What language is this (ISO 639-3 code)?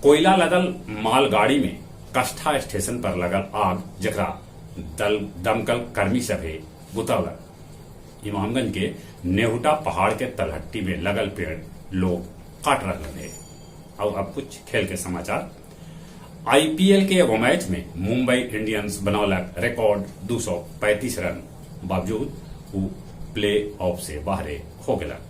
mag